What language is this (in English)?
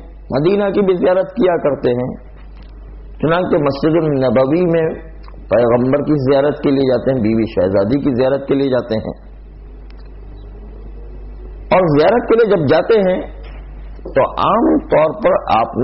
Urdu